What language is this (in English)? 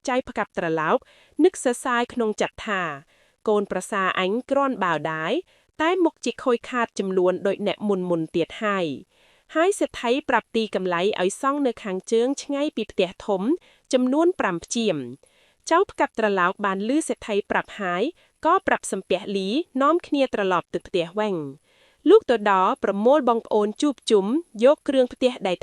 Khmer